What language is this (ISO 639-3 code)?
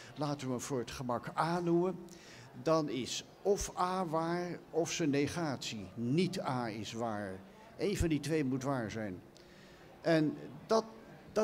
nld